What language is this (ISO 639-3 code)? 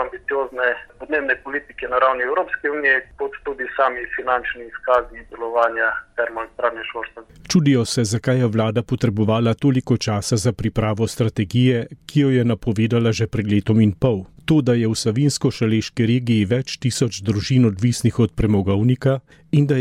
slv